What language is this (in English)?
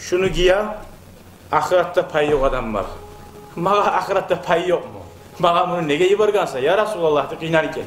Kumyk